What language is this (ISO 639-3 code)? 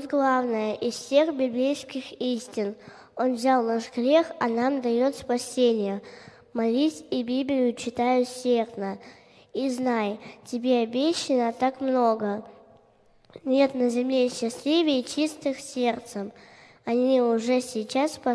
rus